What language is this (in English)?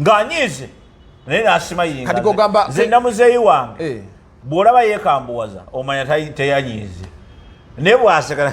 Ganda